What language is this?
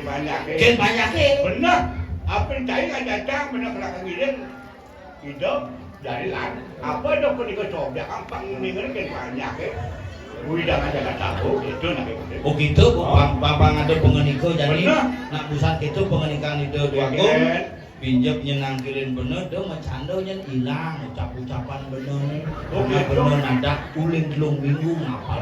Balinese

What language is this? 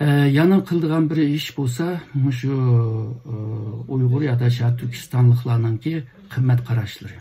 Uyghur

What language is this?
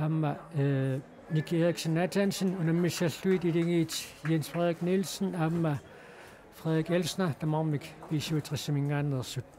Kalaallisut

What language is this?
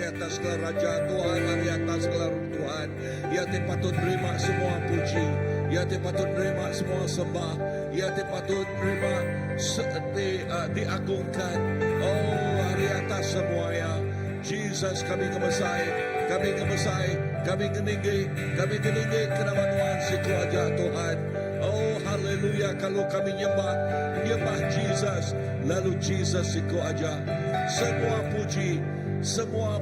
Iban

